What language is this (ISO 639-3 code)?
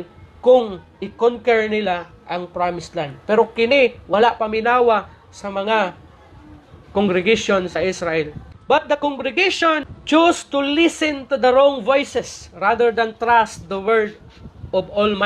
ceb